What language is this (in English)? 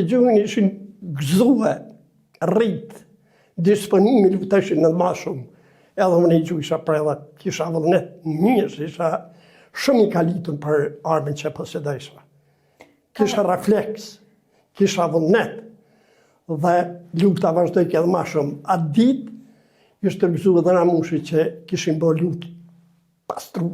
Albanian